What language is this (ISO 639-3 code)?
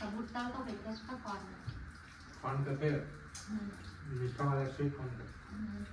hne